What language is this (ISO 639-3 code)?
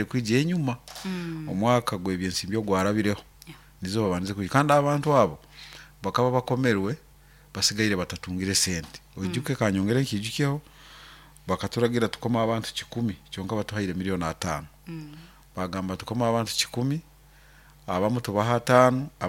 nyo